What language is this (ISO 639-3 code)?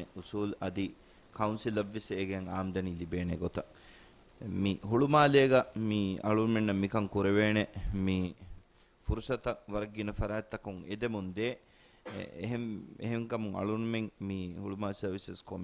div